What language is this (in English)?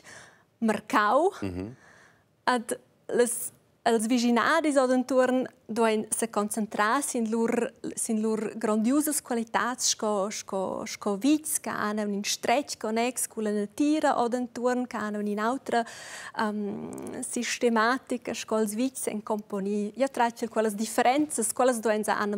Romansh